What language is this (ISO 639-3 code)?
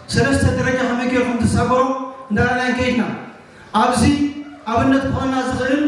tir